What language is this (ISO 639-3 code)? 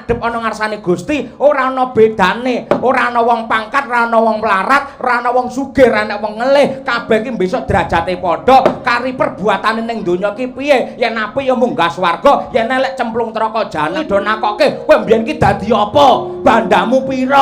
jav